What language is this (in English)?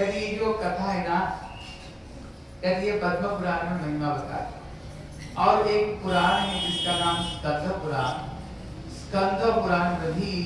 Hindi